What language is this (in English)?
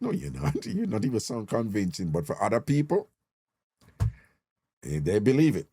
Jamaican Creole English